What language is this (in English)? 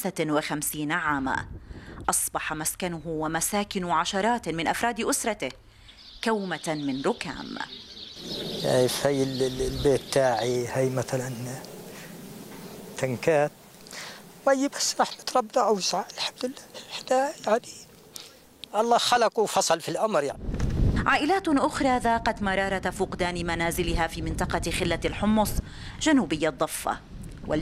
Arabic